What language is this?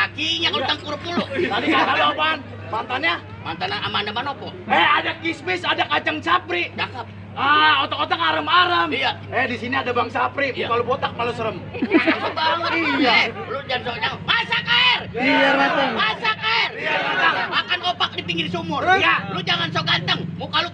Betawi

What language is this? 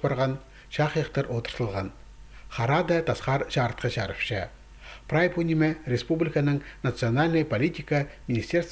Khakas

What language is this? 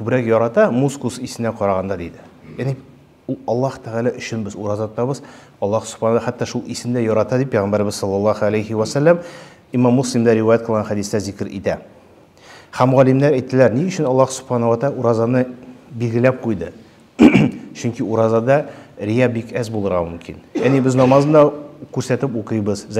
Tatar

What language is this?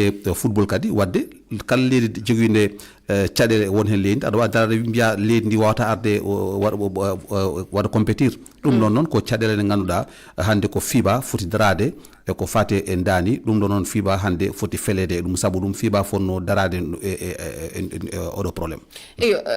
Fula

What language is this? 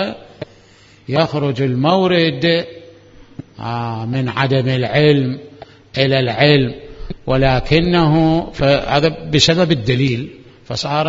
Mesopotamian Arabic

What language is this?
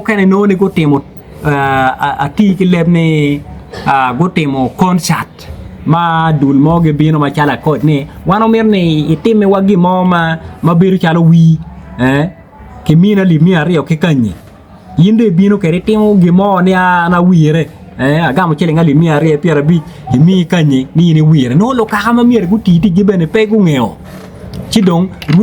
Acoli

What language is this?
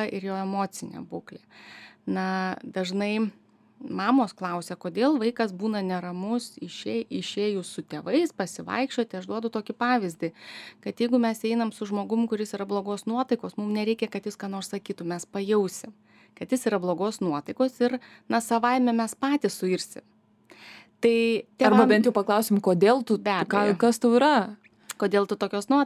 Lithuanian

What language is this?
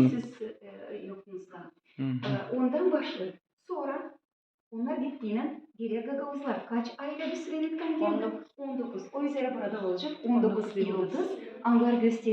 Gagauz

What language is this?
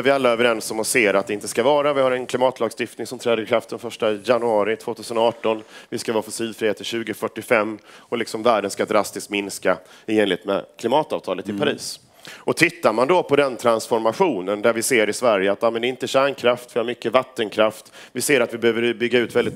Swedish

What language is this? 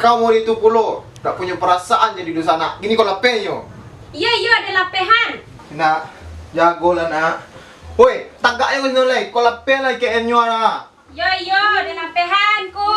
Minangkabau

